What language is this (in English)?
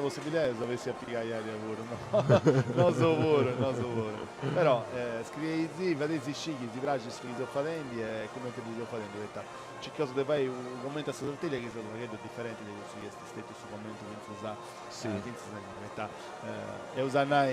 Sardinian